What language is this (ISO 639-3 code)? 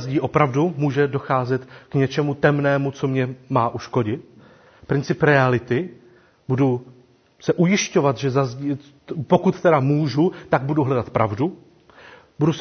ces